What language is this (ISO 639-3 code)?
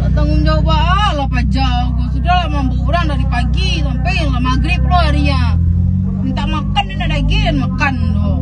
min